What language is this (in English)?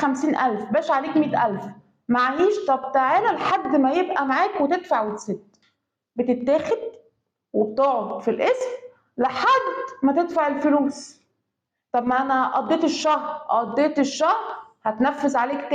Egyptian Arabic